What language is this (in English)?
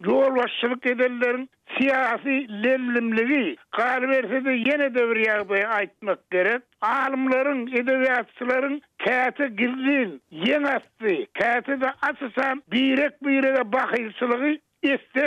Turkmen